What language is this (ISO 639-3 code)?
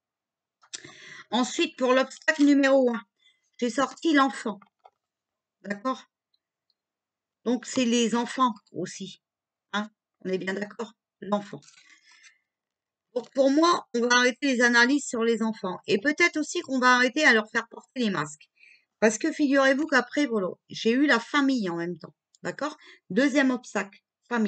fra